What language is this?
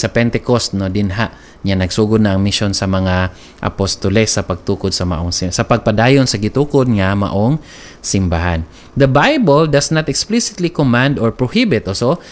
Cebuano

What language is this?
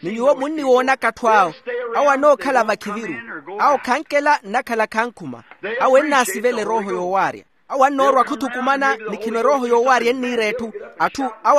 Makhuwa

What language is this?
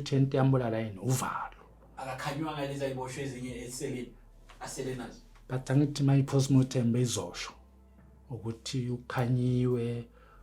Zulu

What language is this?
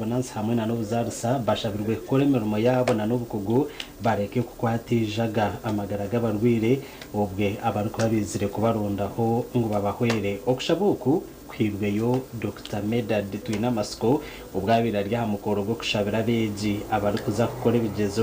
Nyankole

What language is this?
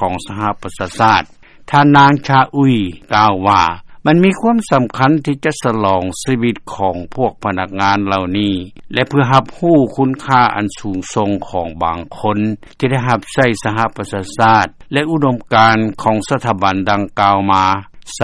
Lao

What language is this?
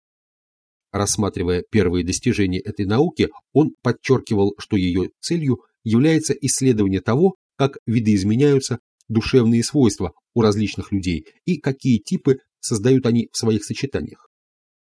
Russian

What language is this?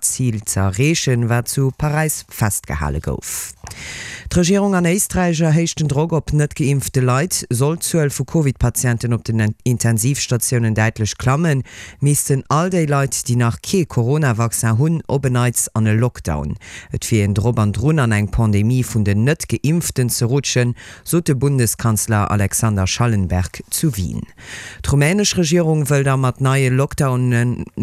Luxembourgish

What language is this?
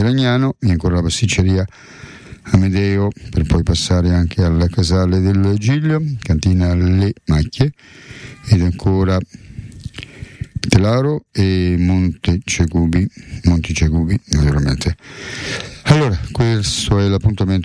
Italian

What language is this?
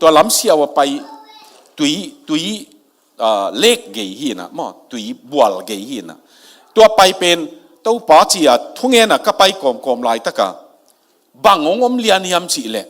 Tedim Chin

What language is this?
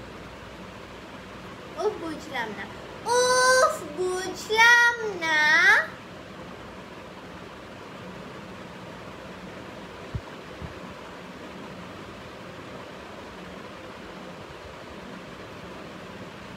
Bangla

